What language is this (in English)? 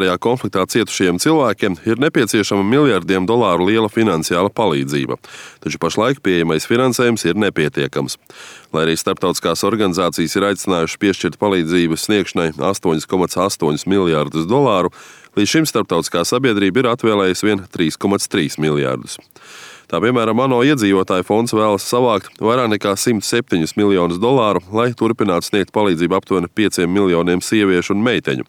Latvian